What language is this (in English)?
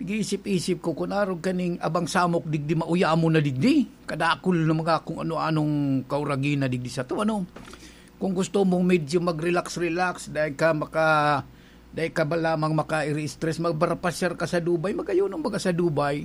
Bikol